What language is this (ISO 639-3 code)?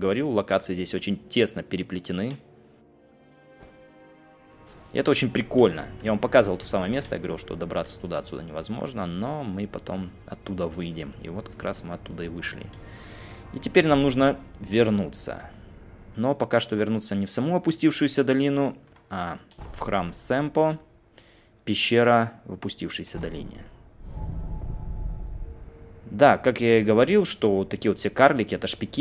rus